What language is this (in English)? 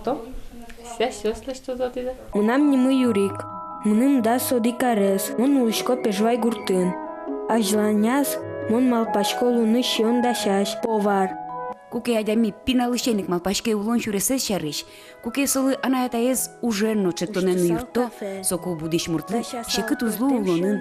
Udmurt